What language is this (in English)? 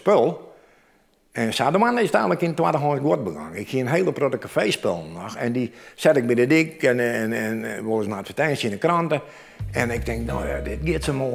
Western Frisian